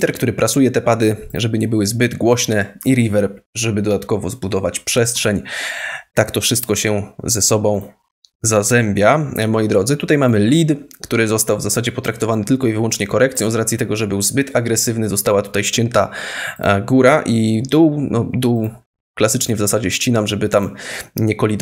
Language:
Polish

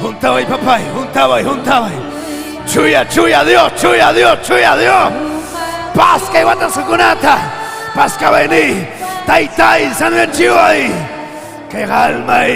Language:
Ayacucho Quechua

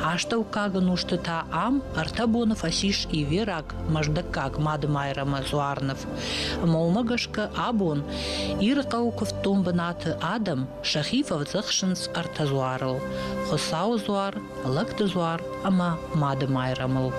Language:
Ossetic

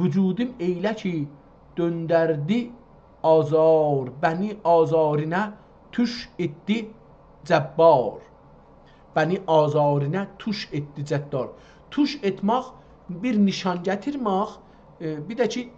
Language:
South Azerbaijani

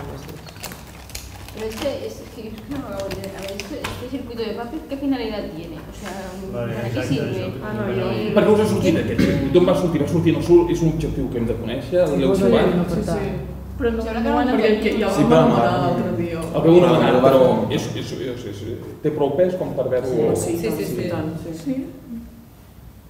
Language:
Catalan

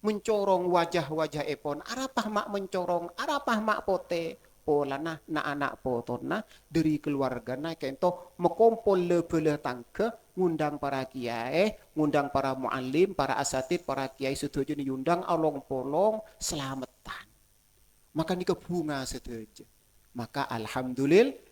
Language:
Madurese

